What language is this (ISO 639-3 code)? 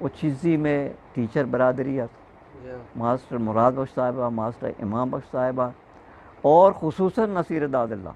bgp